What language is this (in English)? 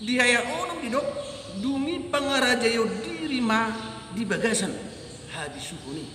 Batak Toba